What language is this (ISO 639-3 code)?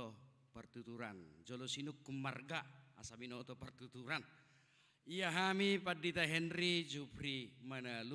bbc